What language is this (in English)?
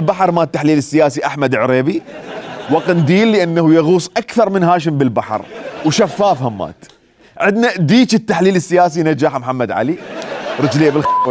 Mesopotamian Arabic